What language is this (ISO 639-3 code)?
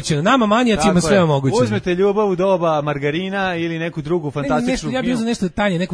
srp